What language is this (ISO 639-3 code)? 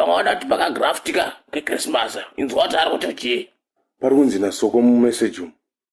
sna